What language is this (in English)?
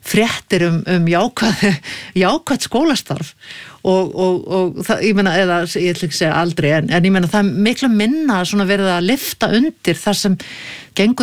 Icelandic